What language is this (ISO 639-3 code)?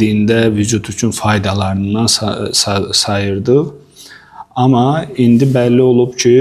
aze